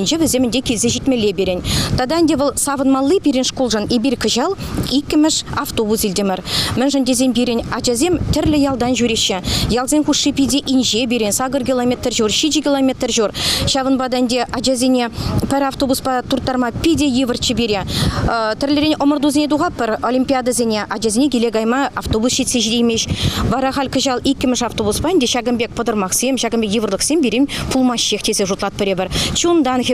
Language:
Chuvash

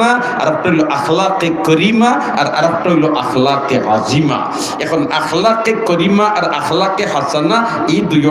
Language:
Sylheti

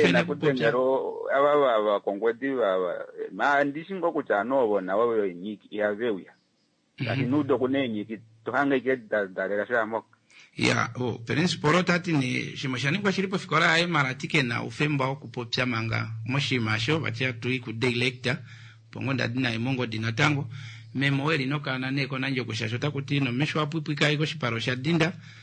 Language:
Kuanyama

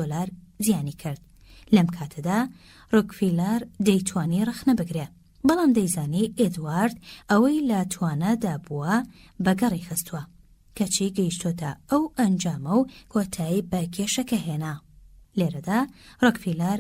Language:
Central Kurdish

